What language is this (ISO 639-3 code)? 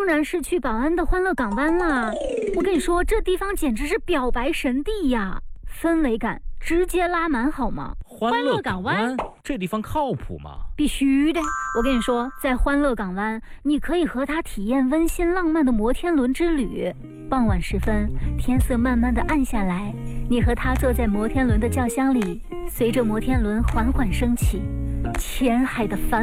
zho